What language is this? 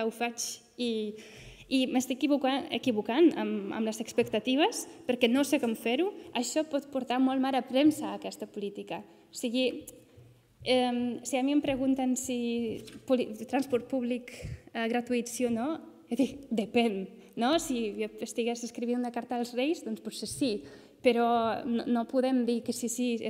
Catalan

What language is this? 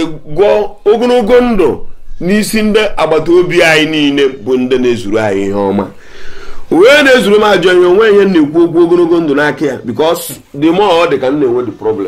Igbo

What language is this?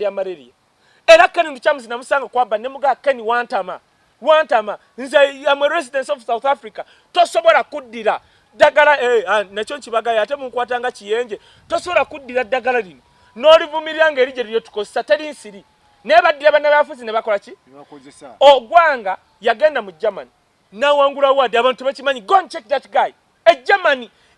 Ganda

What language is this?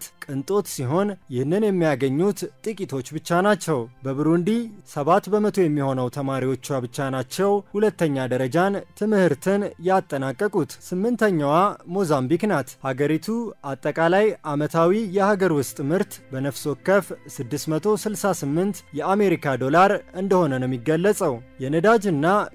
Amharic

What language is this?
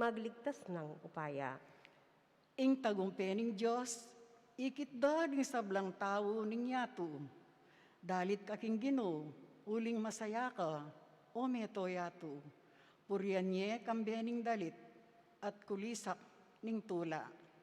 Pampanga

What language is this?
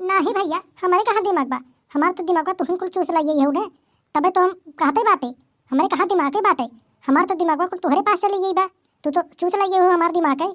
Awadhi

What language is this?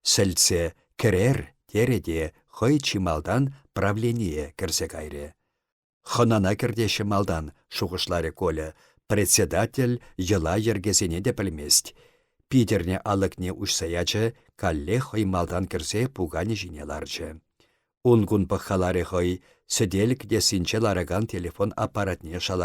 Chuvash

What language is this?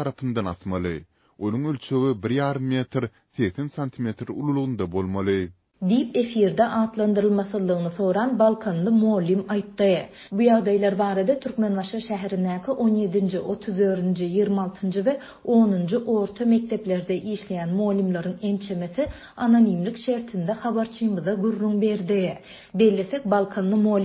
Turkmen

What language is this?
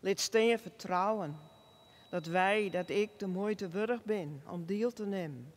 Western Frisian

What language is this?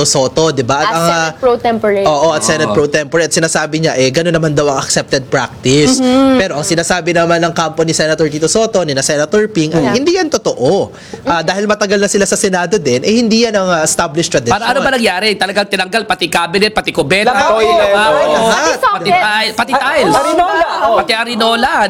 Filipino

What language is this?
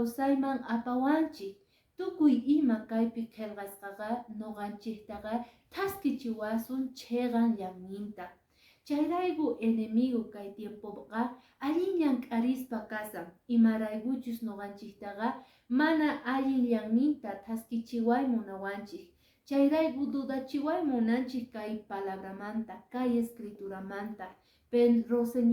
Quechua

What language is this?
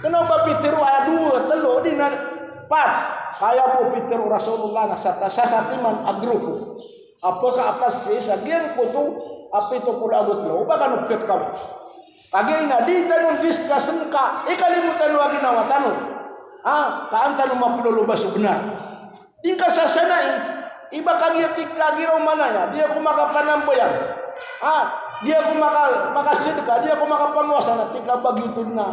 Maranao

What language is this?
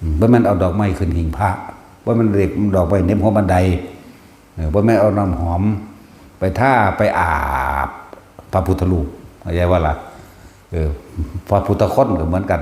Northeastern Thai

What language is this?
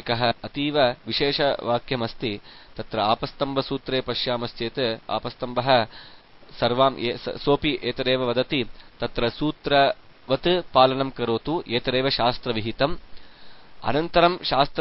Sanskrit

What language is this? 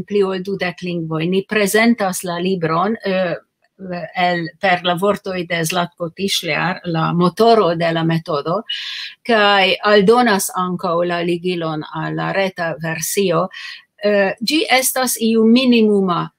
Esperanto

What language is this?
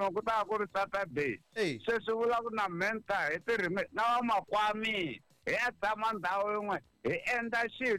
Tsonga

